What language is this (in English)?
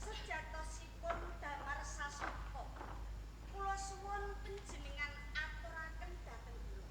Javanese